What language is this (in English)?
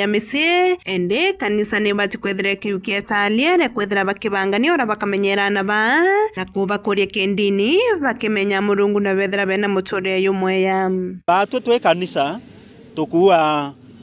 Meru